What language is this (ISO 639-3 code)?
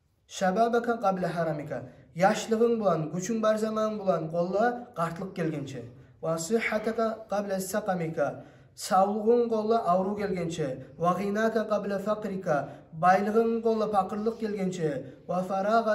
kum